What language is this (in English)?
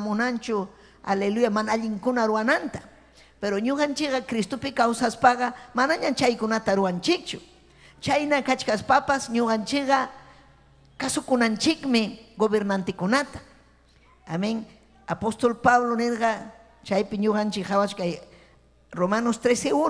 Ayacucho Quechua